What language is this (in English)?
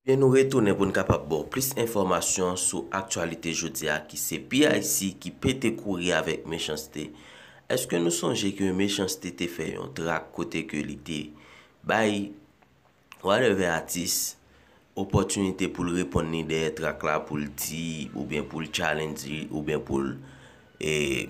Haitian Creole